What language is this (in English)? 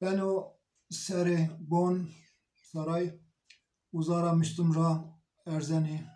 Zaza